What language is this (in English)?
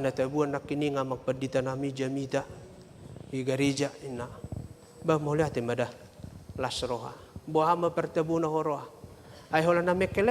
Batak Toba